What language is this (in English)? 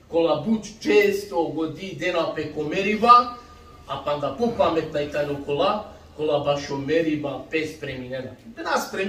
Balkan Romani